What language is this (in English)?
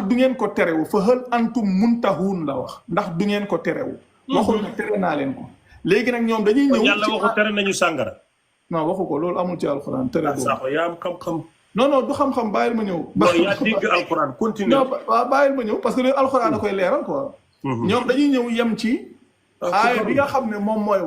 Wolof